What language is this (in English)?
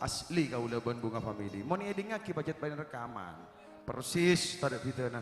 Madurese